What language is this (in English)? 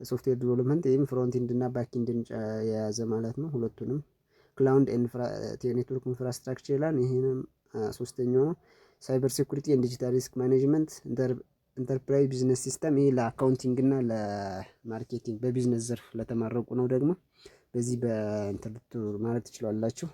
Amharic